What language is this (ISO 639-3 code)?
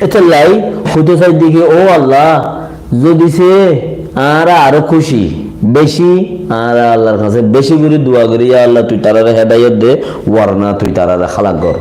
rhg